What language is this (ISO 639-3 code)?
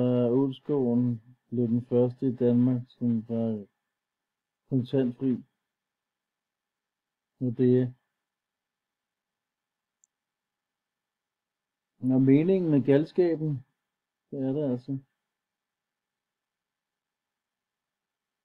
dan